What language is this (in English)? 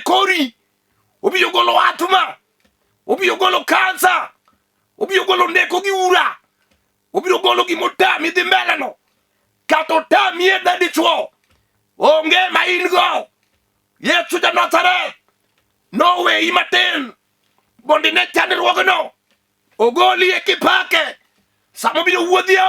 Luo (Kenya and Tanzania)